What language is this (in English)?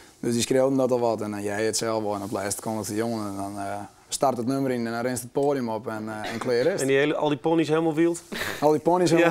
Western Frisian